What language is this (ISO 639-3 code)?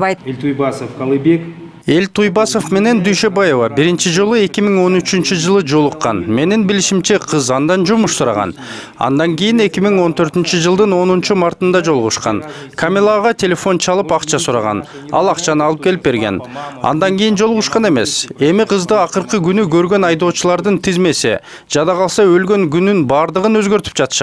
kir